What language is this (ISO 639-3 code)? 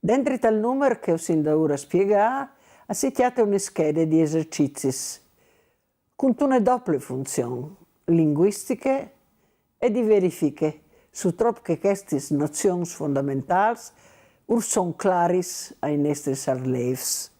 fur